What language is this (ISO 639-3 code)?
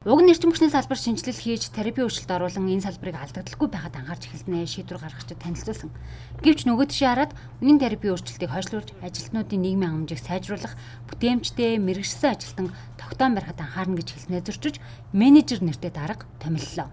mon